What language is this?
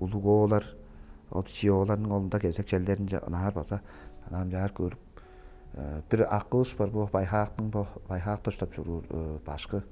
Tuvinian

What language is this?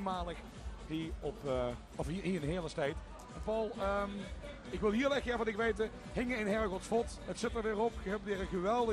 Limburgish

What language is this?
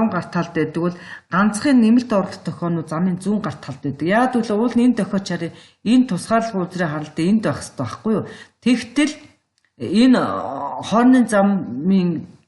Mongolian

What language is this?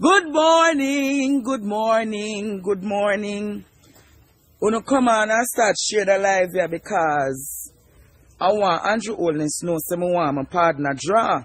Jamaican Creole English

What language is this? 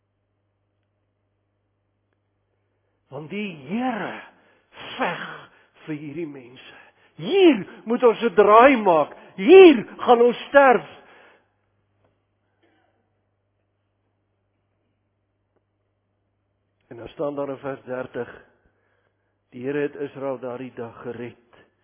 Afrikaans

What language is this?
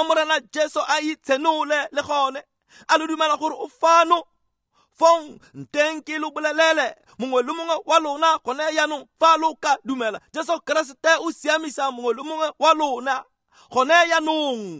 Tswana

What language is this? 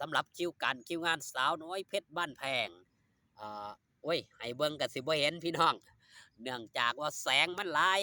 Northeastern Thai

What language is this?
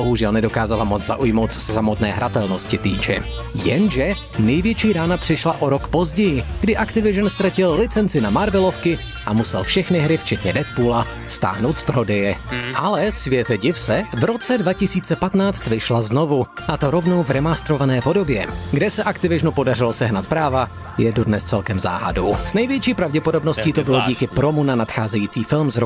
Czech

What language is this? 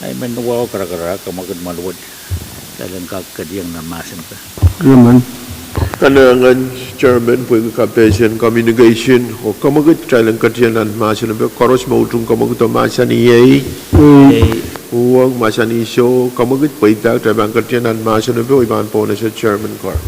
Pohnpeian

